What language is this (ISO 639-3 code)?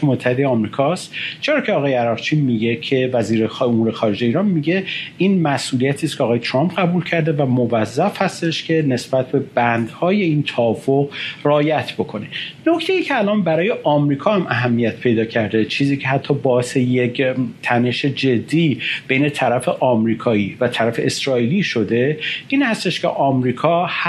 fas